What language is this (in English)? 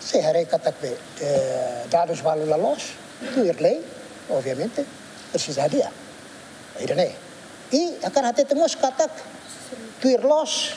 Tetum